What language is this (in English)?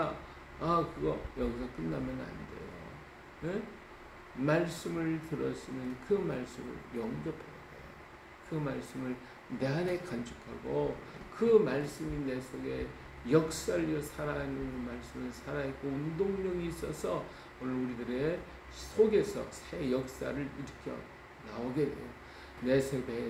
Korean